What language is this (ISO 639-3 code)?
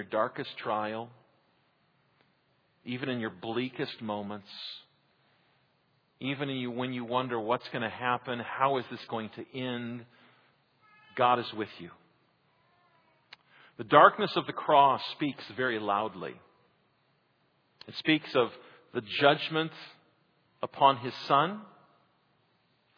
eng